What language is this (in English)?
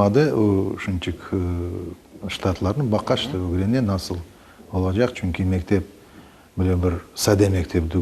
Crimean Tatar